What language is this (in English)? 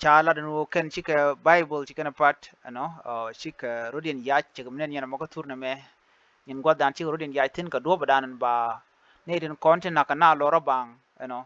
Nuer